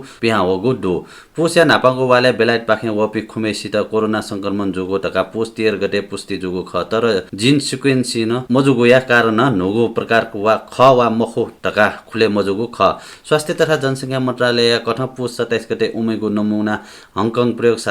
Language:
Newari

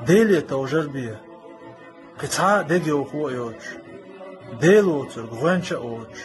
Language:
Chechen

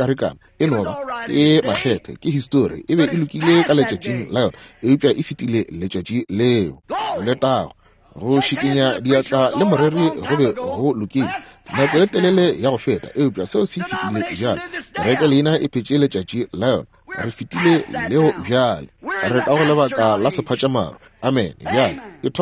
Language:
Northern Sotho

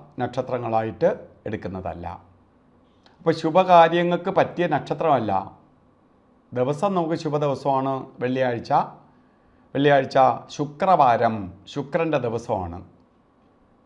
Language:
Malayalam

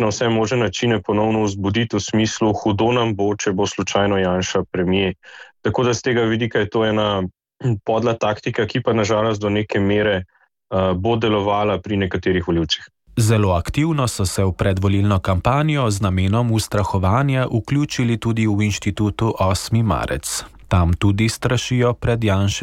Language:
Slovenian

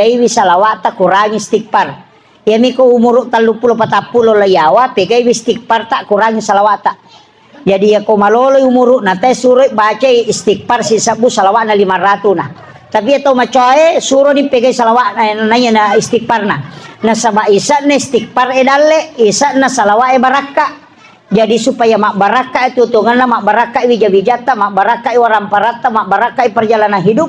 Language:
Buginese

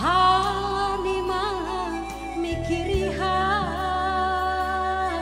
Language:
Batak Simalungun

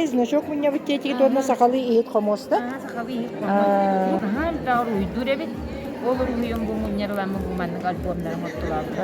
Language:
Yakut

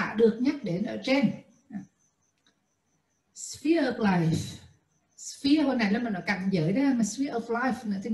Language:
Vietnamese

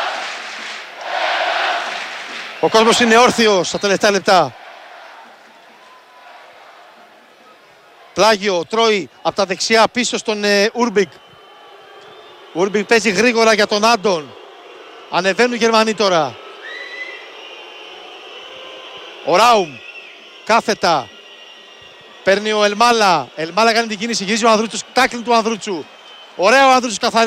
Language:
Greek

